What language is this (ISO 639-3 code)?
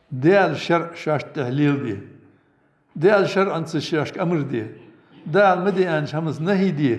inh